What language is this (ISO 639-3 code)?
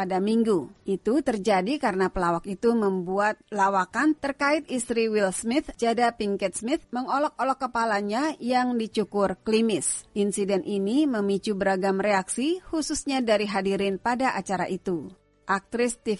ind